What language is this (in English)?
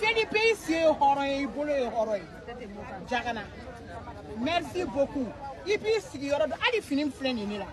Bambara